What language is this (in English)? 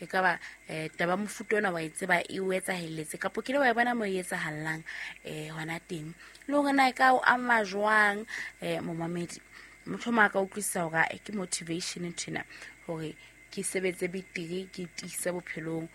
Southern Sotho